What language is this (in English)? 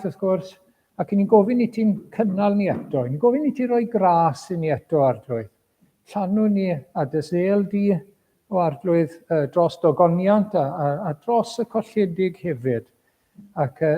Welsh